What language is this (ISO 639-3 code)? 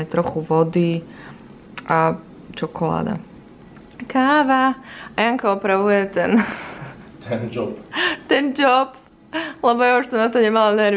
slk